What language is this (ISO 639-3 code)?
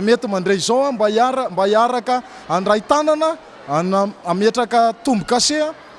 mlg